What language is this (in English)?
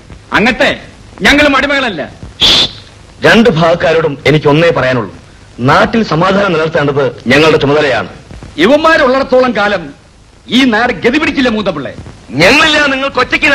Malayalam